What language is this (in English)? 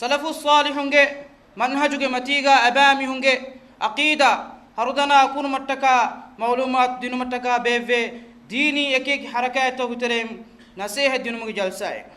Divehi